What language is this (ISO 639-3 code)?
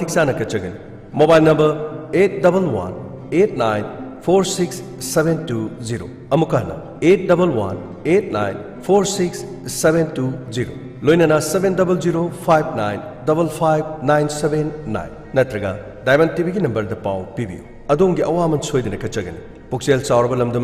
mni